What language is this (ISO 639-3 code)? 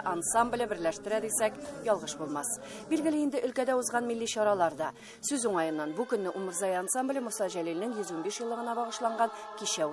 tat